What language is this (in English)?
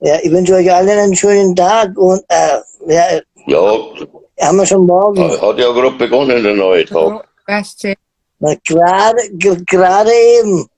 Bavarian